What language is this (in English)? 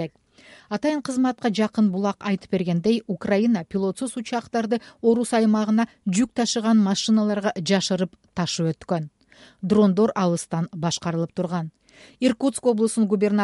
Kyrgyz